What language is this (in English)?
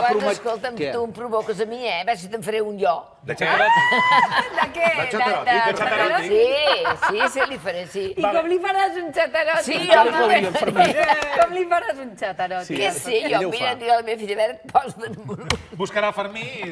Catalan